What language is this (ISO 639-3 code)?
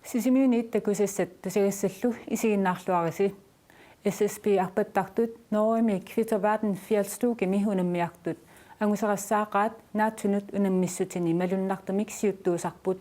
kal